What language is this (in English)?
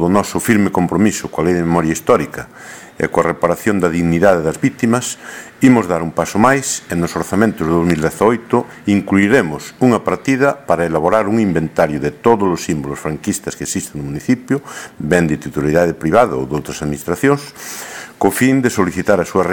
Galician